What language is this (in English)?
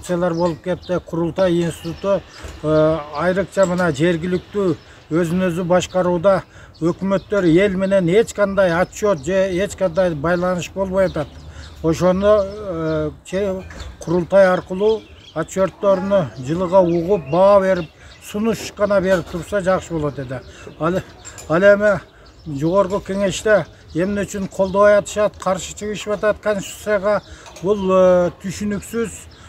Kyrgyz